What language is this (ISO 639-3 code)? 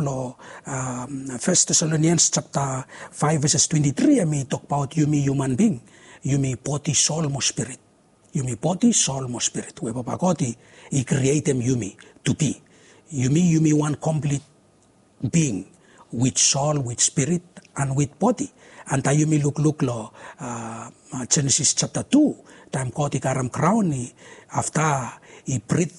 bis